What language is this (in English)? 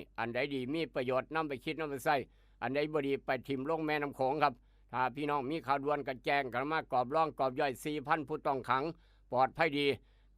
Northeastern Thai